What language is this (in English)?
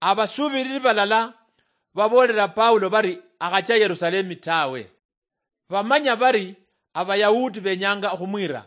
Luyia